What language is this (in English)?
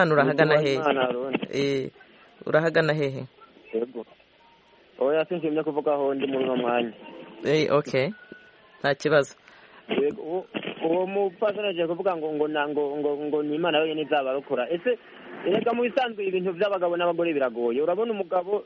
Kinyarwanda